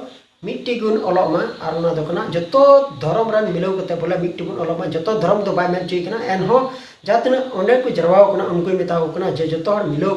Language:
Santali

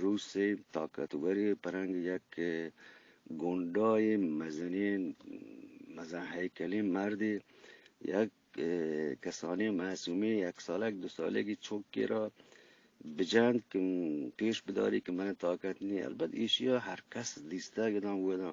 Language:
Eastern Balochi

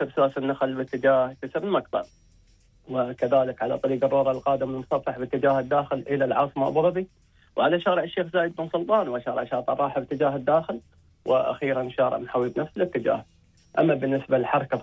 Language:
Gulf Arabic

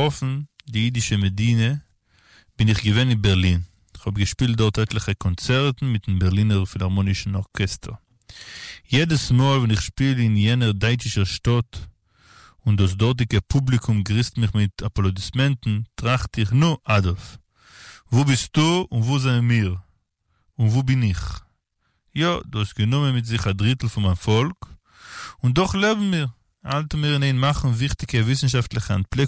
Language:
Yiddish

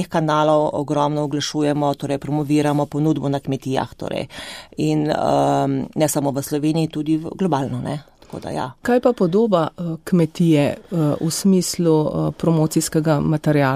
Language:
Slovenian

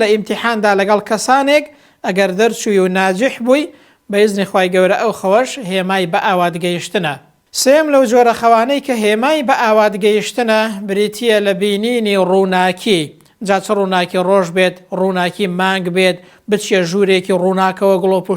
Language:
Central Kurdish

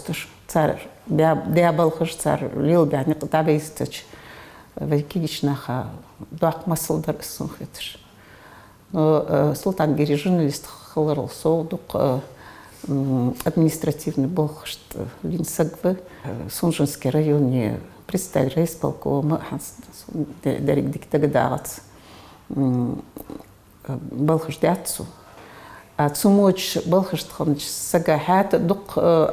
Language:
Ingush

